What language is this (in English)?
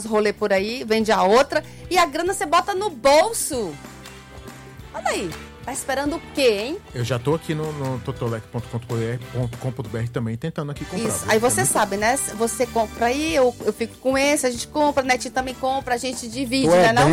Portuguese